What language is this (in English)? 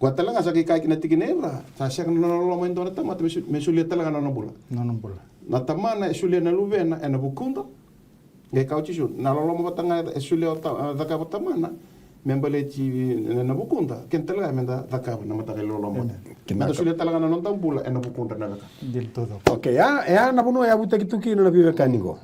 Fijian